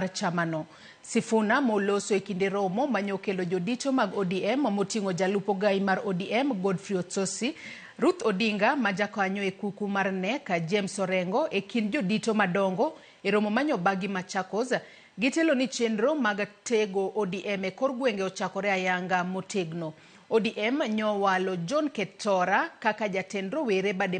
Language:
Luo (Kenya and Tanzania)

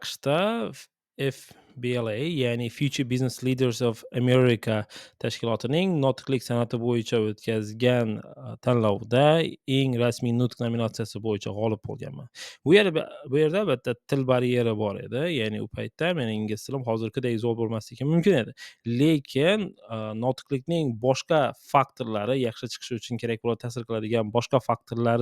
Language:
Uzbek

